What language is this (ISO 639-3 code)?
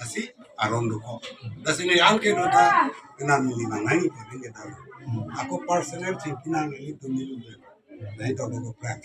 mjw